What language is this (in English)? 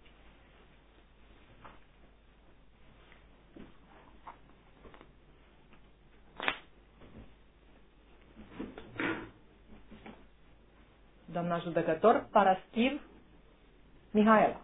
Romanian